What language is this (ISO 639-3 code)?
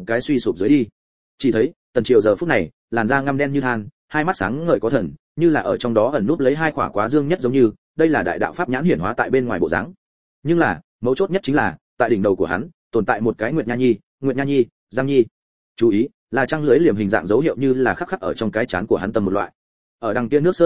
vie